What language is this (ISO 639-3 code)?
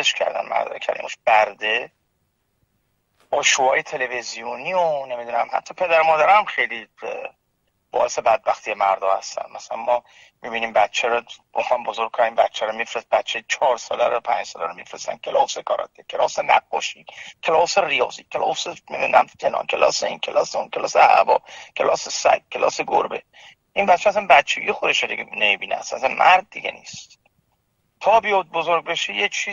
fas